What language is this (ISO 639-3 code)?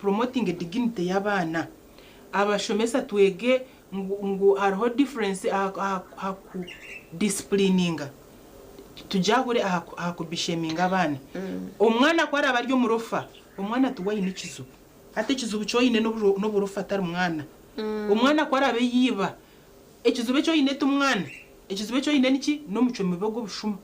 nyn